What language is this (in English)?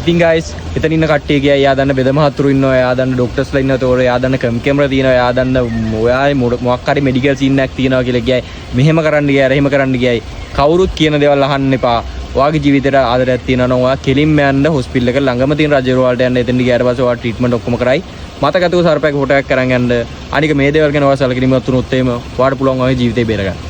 Sinhala